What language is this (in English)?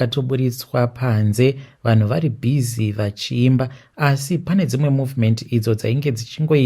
Shona